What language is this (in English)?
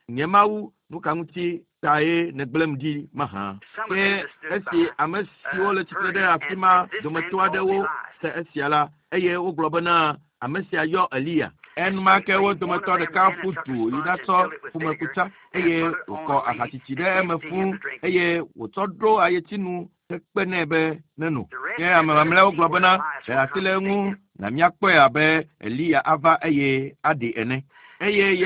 Ewe